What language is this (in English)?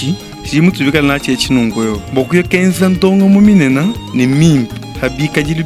Luba-Lulua